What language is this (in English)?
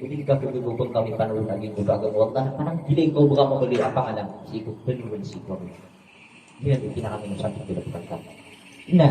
Maranao